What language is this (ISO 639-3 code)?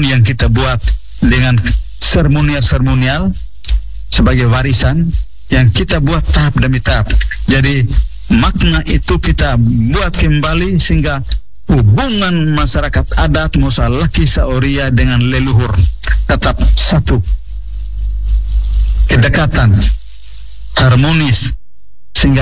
ind